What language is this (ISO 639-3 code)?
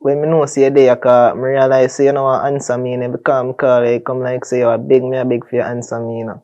jam